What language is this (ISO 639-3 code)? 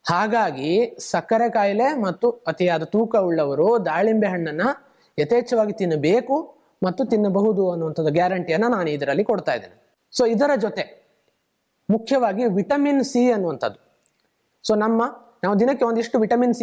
kan